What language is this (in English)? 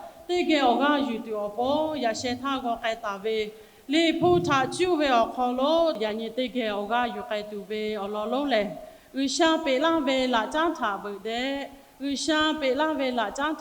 Lahu